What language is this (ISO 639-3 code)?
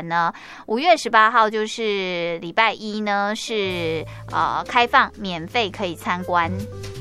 zho